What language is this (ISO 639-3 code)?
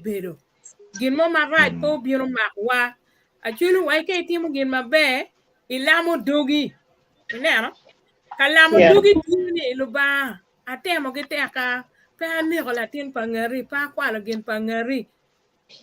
ach